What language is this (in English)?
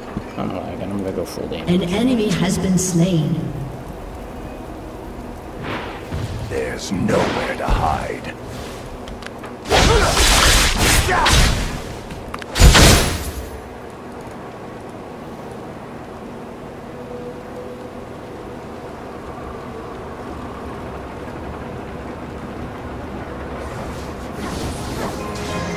English